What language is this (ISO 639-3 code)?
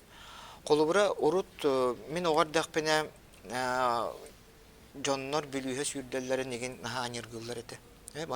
sah